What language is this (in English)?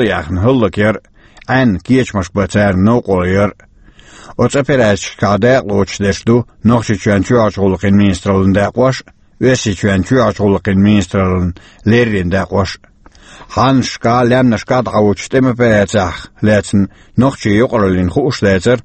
Chechen